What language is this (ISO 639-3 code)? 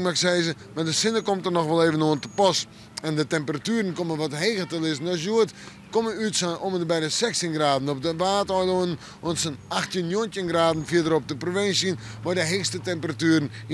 fry